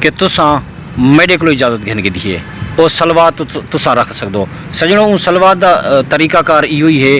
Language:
Saraiki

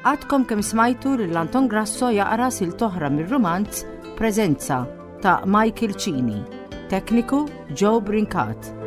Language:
Maltese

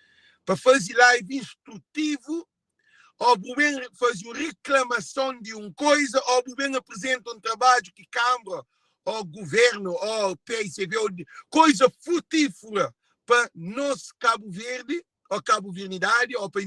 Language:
Kabuverdianu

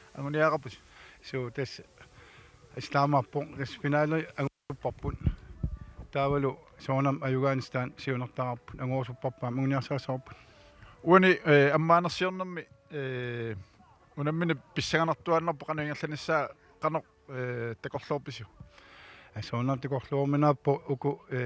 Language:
Kalaallisut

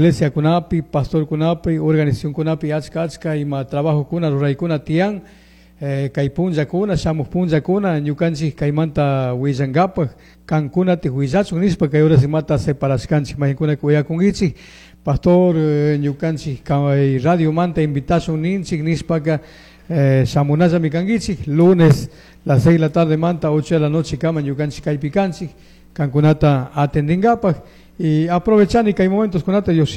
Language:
Chimborazo Highland Quichua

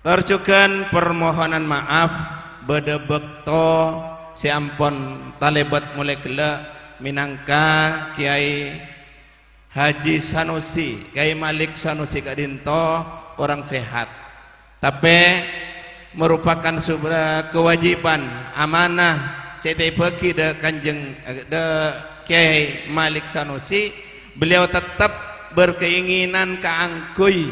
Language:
Madurese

